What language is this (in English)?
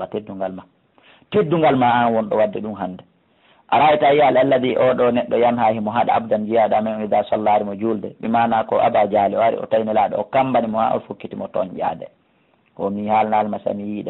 Fula